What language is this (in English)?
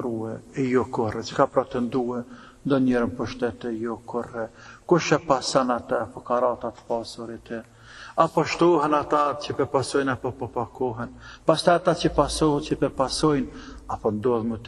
Albanian